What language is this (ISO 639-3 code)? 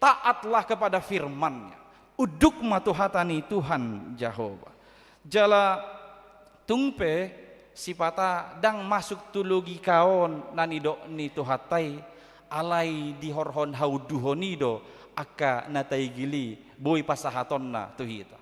bbc